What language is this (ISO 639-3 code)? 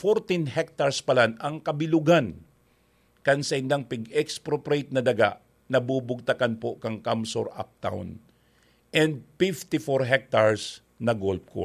bik